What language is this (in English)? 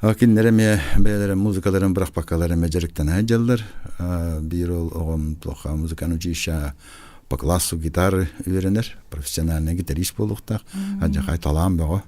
Yakut